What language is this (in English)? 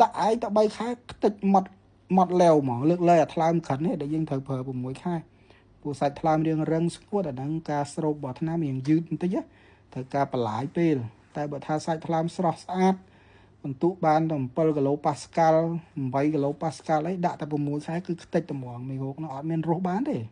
Khmer